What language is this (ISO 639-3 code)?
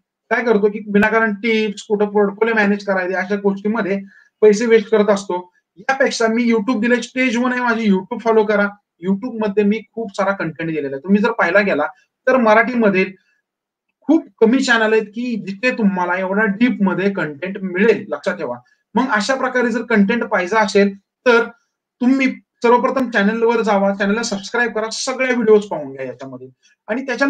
mar